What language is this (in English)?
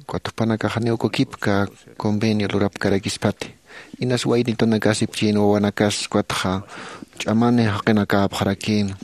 Aymara